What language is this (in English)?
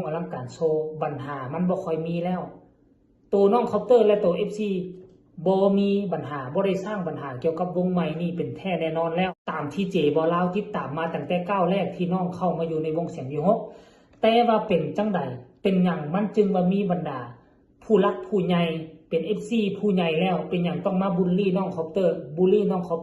Lao